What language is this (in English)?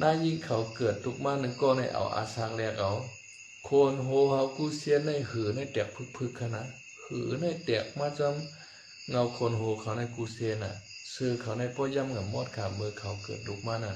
Shan